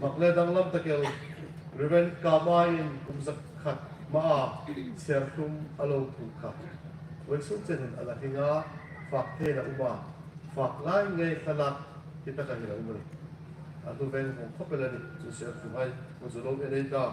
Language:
Hmar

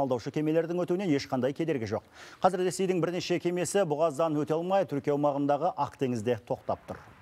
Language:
Kazakh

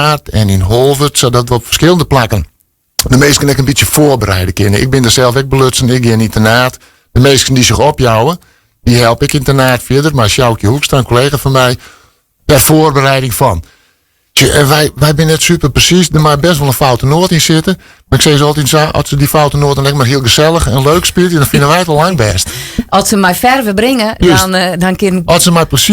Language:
Western Frisian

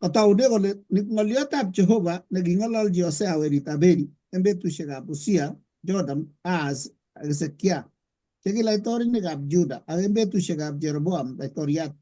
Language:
Kalenjin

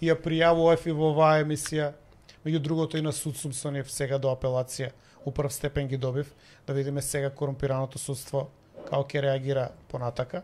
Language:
Macedonian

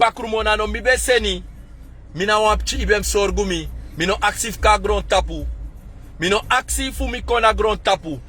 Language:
Sranan Tongo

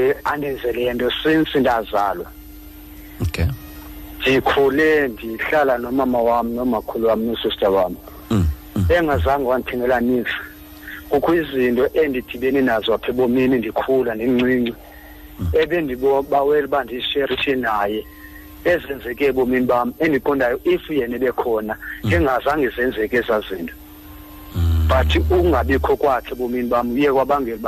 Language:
Xhosa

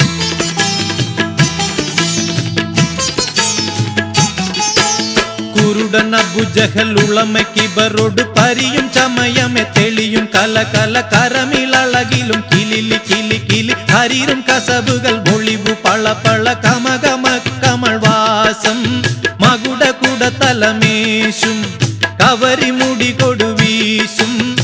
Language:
Malayalam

